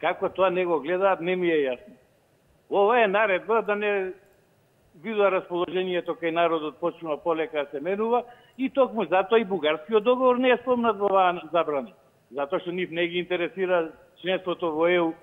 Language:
Macedonian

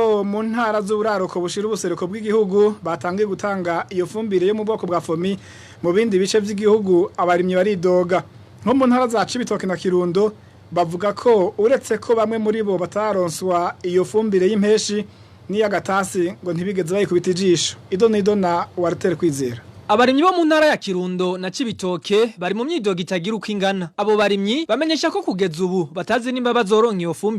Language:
Rundi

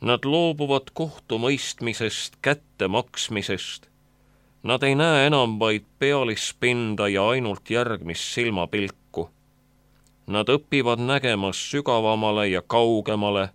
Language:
Estonian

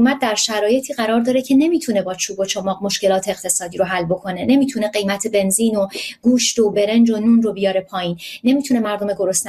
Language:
Persian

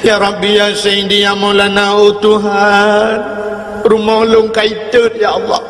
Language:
Achinese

